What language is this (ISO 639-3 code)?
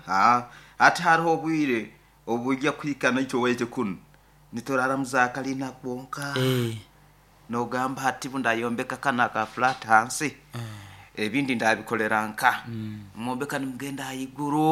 nyo